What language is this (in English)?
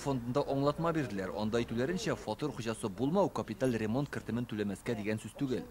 Tatar